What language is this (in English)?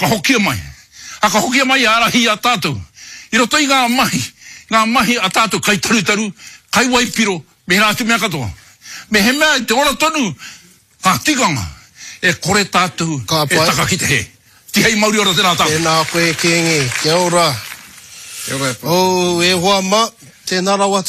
Māori